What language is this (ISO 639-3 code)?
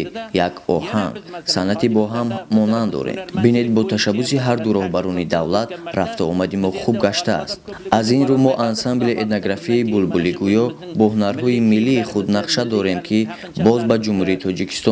tgk